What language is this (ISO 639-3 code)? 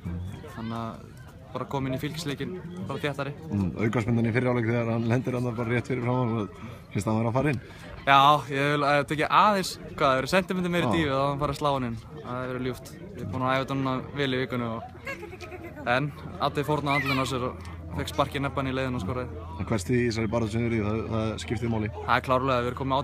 isl